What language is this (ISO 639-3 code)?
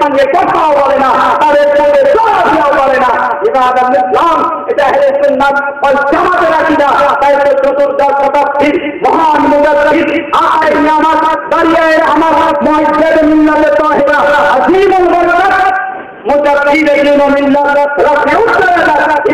ben